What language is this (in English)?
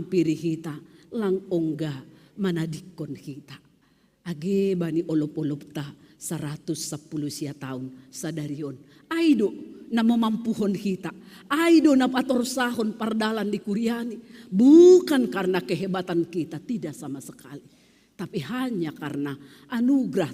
Batak Simalungun